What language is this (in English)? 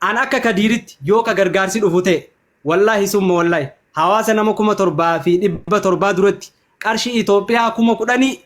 Oromo